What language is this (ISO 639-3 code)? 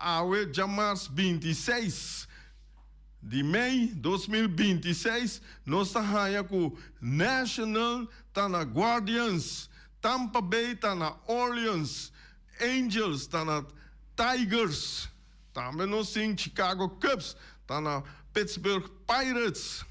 pap